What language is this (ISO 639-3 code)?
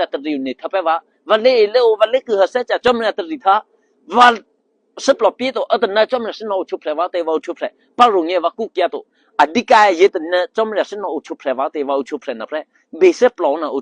eky